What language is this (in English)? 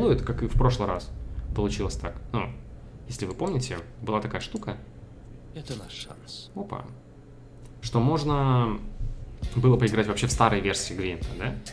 Russian